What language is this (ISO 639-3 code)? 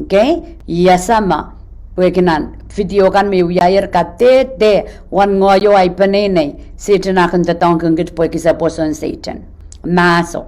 pon